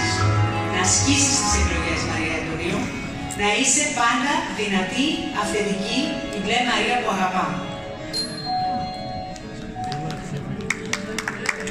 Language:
Greek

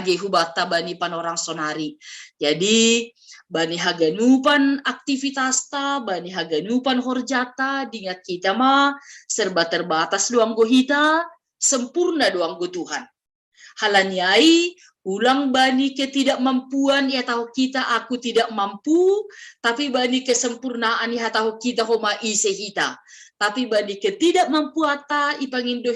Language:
Batak Simalungun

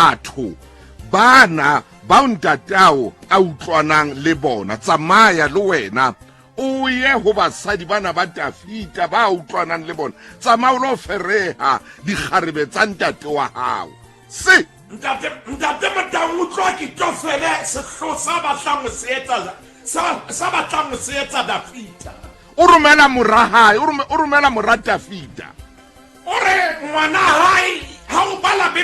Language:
Southern Sotho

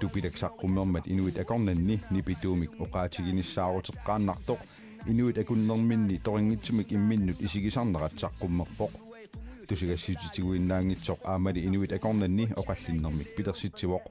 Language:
Kalaallisut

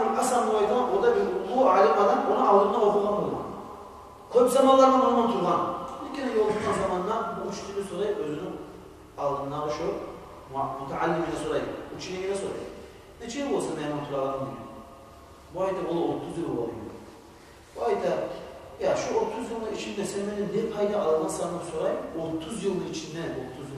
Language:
Kumyk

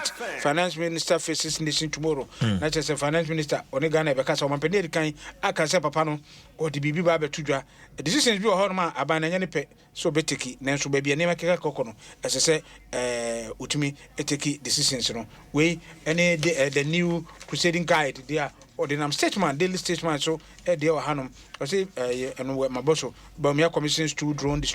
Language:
Akan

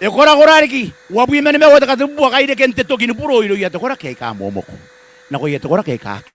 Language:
Gilbertese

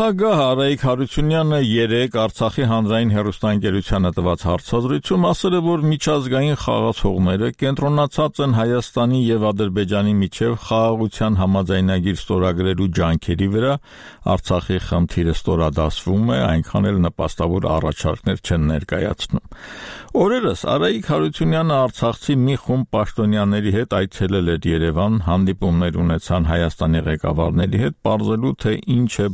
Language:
Armenian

